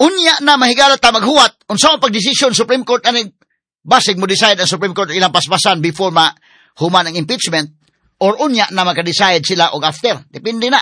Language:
Cebuano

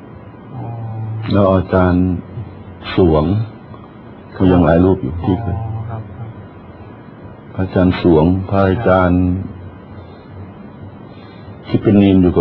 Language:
Thai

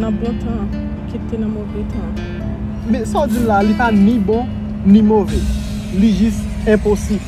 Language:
Haitian Creole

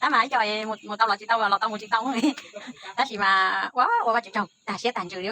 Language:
Hmong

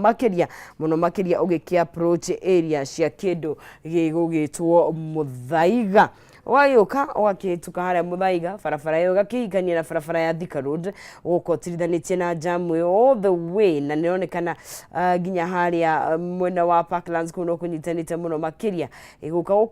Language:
Kikuyu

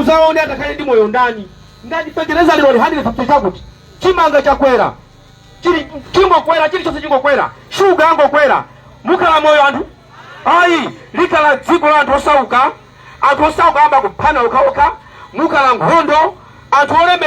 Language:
Nyanja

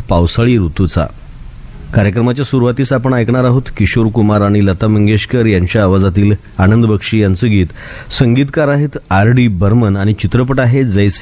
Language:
Marathi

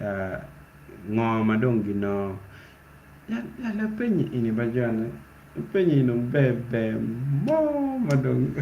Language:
Acoli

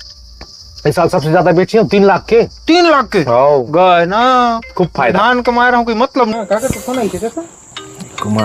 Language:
Chhattisgarhi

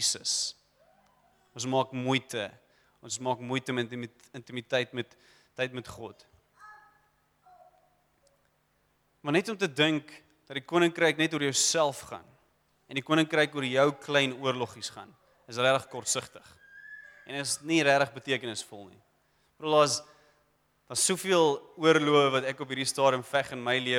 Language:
Afrikaans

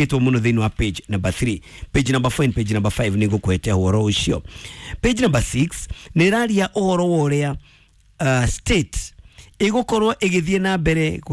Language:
Kikuyu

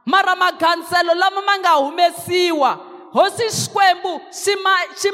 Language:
Tsonga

